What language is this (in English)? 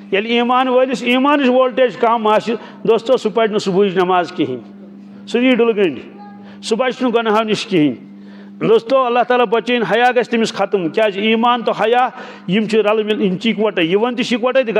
Kashmiri